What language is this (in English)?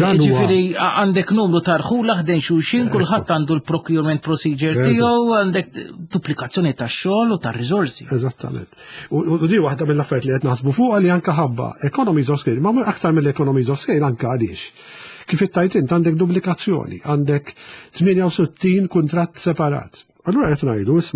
Maltese